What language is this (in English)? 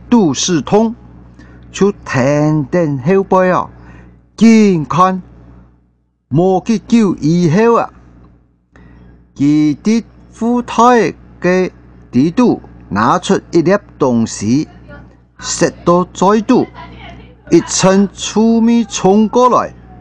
Hakka Chinese